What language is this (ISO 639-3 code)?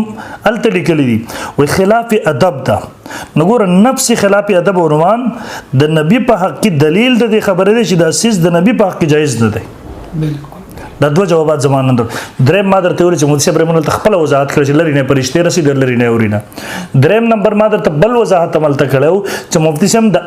pus